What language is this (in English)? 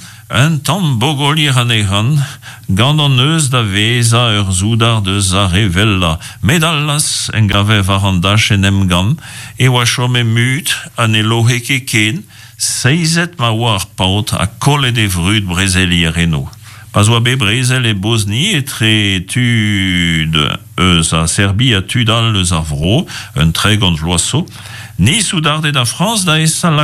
Breton